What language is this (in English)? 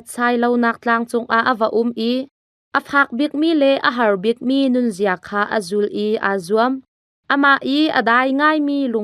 Hakha Chin